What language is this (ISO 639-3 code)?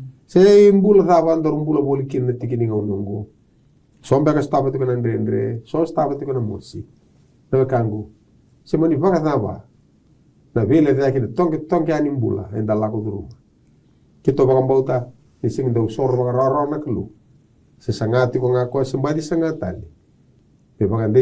fij